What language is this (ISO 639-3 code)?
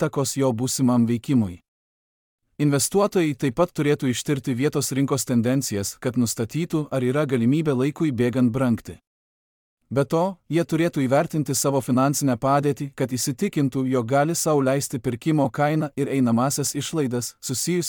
lit